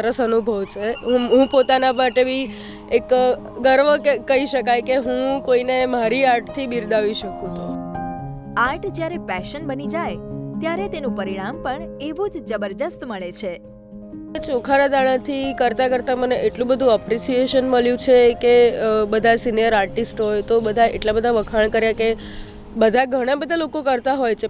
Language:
Gujarati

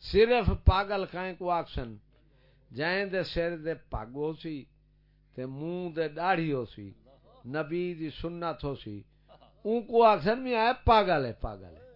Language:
Saraiki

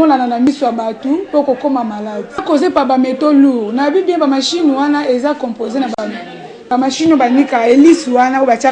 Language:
Lingala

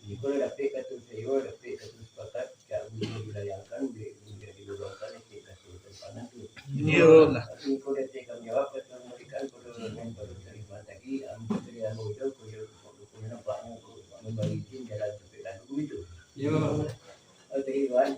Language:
Minangkabau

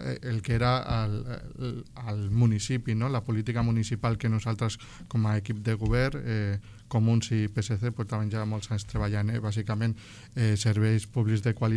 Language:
Catalan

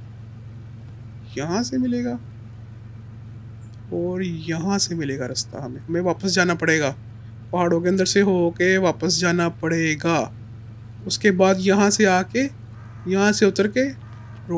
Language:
Hindi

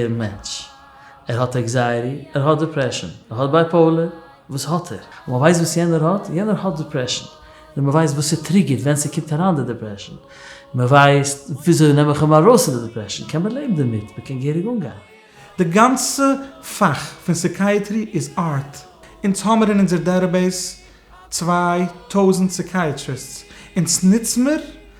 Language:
Yiddish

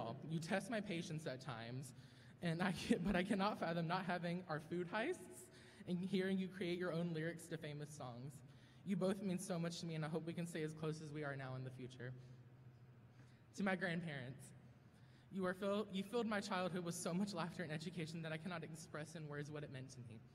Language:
English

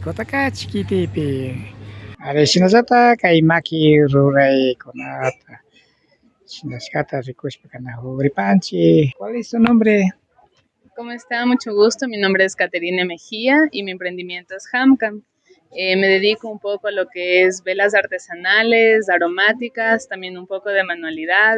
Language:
Imbabura Highland Quichua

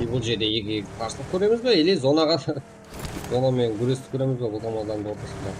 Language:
Kara-Kalpak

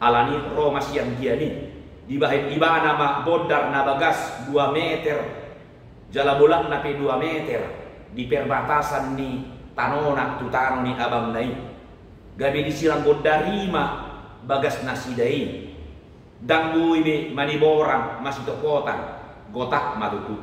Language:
Batak Toba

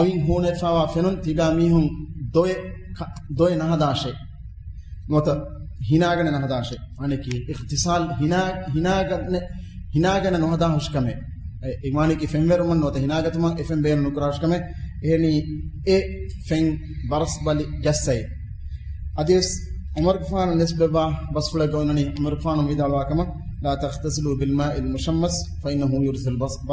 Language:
Divehi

